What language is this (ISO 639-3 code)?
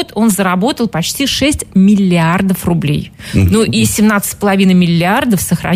rus